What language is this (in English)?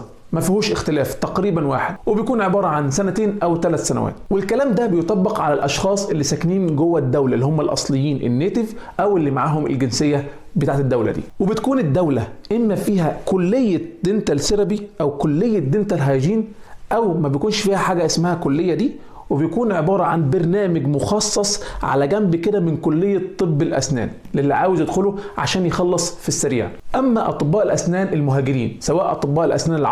Egyptian Arabic